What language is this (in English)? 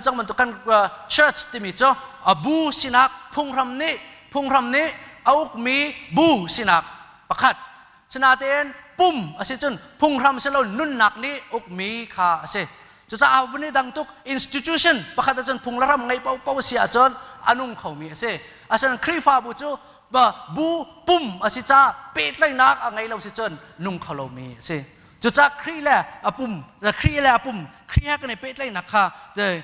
Hakha Chin